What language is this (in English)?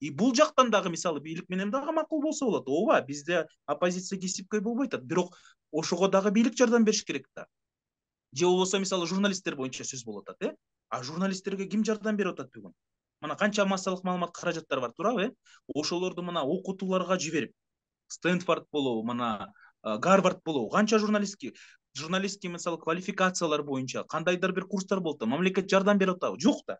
Kyrgyz